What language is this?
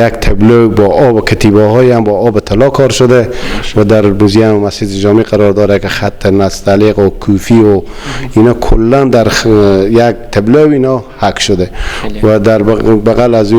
Persian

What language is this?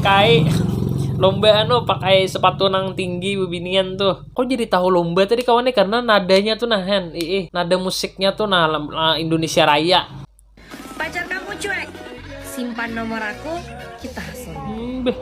Banjar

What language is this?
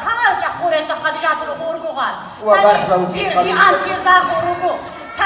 Lak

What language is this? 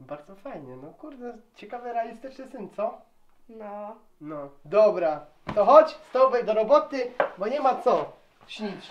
Silesian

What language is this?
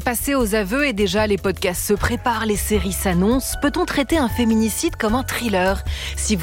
French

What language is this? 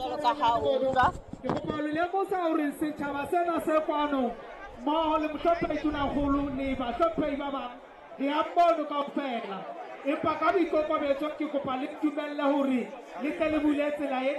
Southern Sotho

